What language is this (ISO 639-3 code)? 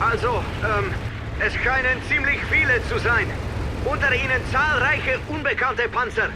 bar